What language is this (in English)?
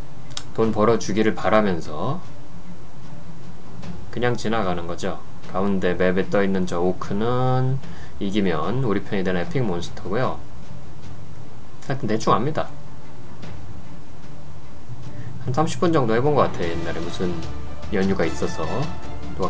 Korean